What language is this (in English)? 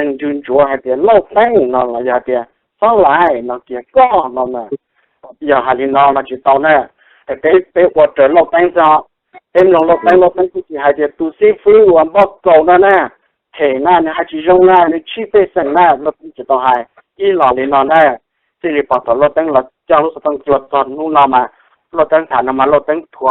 Hmong